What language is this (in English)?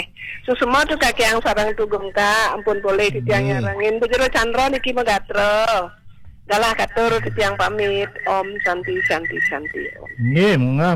Balinese